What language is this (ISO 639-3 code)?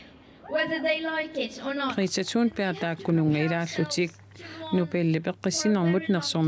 kal